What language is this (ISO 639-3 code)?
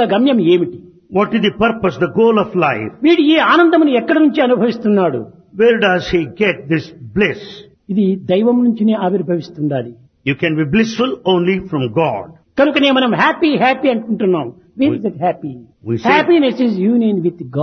tel